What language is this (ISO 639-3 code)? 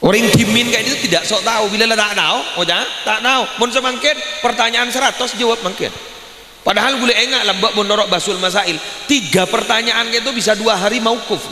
mad